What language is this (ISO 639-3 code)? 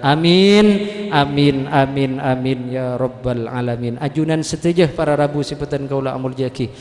mad